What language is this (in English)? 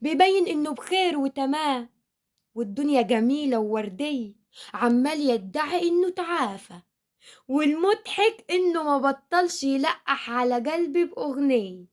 Egyptian Arabic